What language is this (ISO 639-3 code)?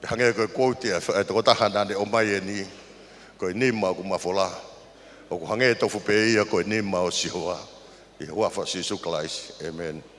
ton